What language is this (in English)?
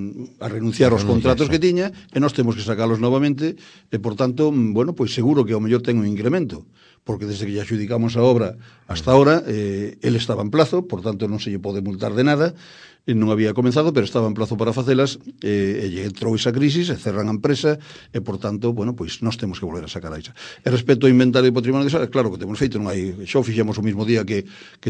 Galician